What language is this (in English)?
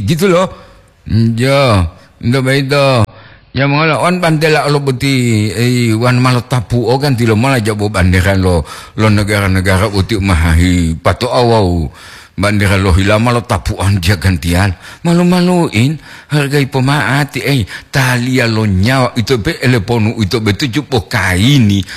Gorontalo